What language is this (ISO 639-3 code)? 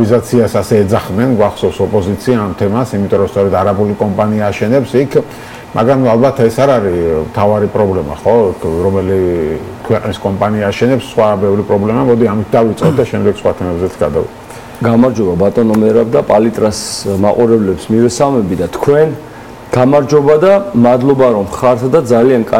kat